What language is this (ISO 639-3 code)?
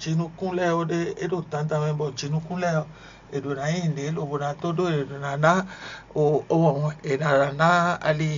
fon